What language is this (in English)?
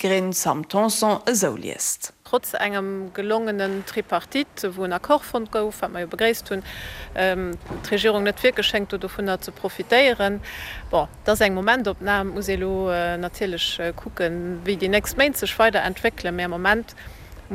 Luxembourgish